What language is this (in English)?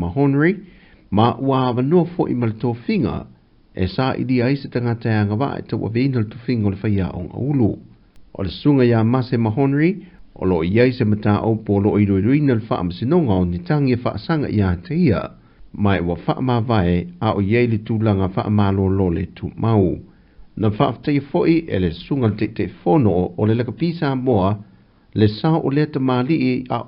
Samoan